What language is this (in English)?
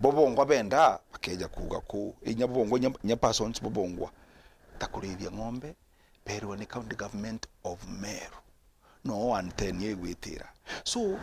Meru